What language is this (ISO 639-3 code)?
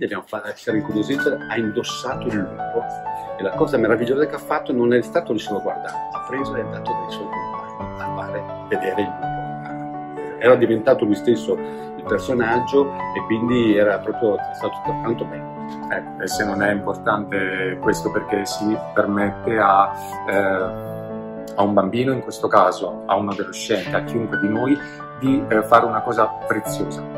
ita